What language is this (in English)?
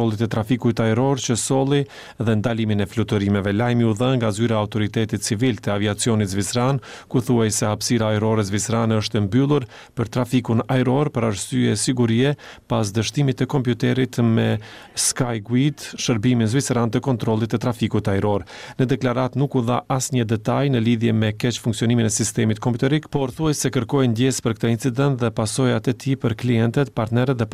Albanian